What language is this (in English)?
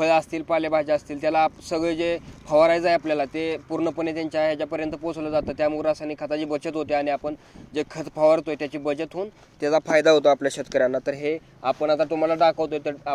Marathi